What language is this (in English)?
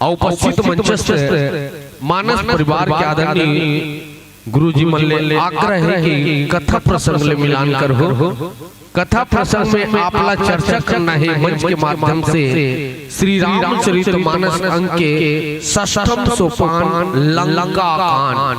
Chhattisgarhi